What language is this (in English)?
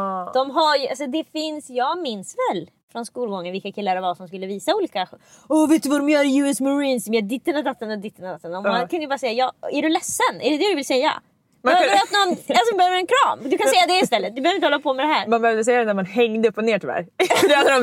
Swedish